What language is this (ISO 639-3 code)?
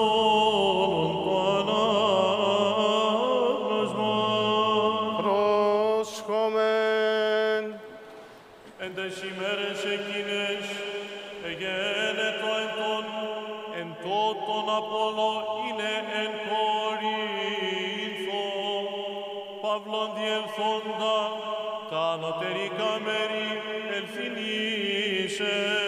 ell